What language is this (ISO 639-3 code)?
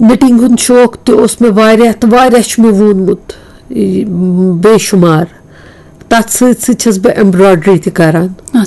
kas